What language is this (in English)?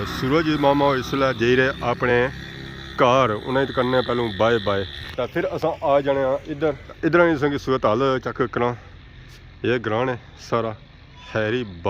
Pahari-Potwari